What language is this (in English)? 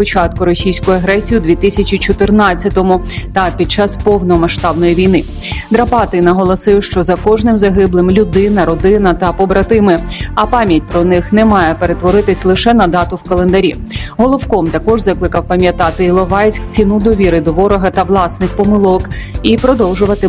Ukrainian